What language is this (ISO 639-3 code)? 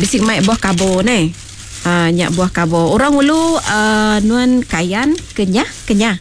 iba